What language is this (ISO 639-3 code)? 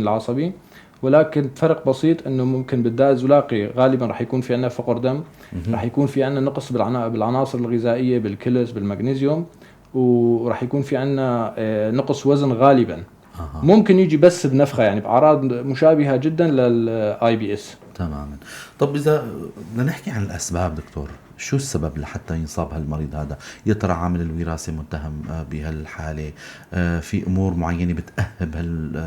apc